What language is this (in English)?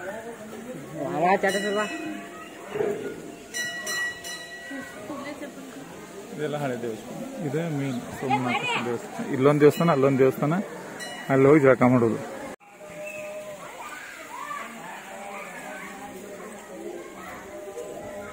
Kannada